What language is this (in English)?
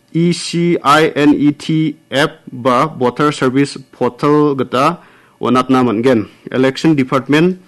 Garo